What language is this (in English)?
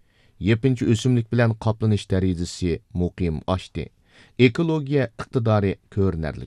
Uyghur